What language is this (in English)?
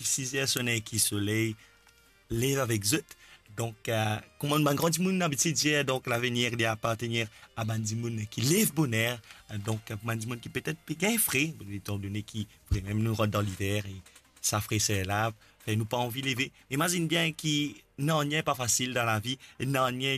Morisyen